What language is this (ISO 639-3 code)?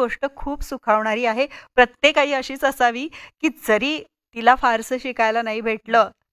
mar